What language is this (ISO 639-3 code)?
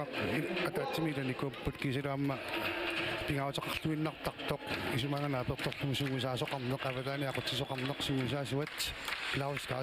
kal